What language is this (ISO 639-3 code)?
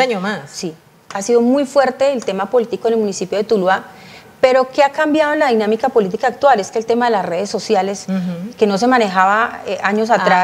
spa